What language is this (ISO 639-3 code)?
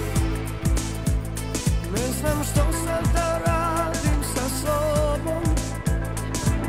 hrv